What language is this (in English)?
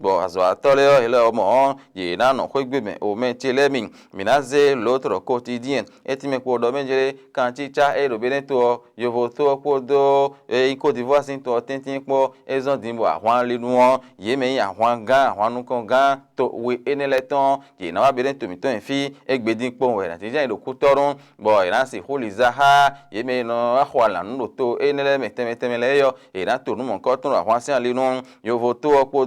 Fon